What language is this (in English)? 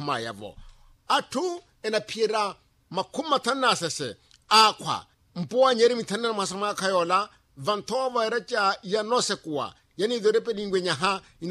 Makhuwa